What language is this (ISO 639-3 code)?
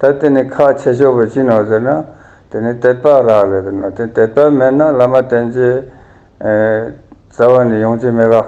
lbj